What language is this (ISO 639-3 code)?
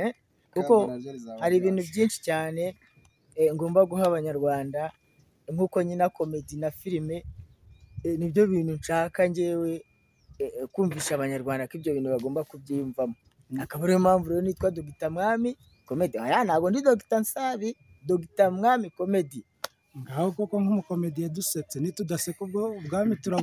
kin